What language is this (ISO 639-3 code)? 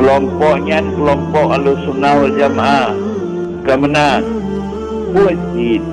ace